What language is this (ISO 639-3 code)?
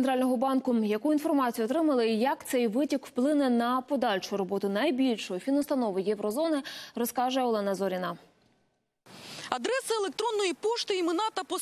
ukr